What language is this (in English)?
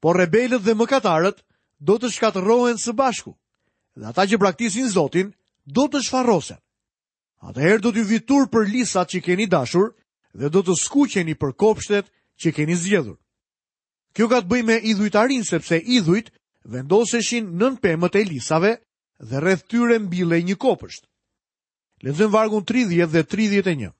Albanian